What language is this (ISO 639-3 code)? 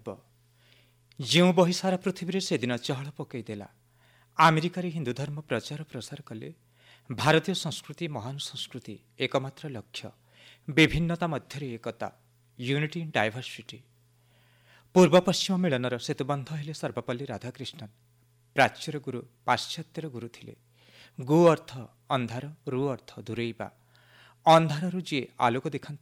ori